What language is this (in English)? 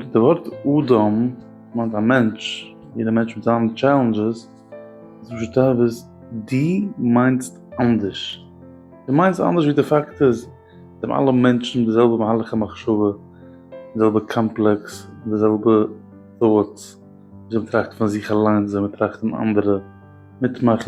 Yiddish